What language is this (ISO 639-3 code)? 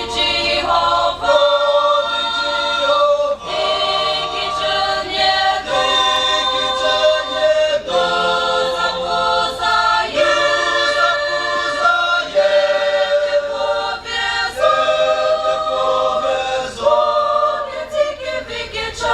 nri